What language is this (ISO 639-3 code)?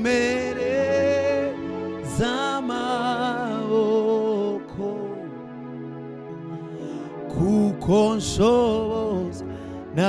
kin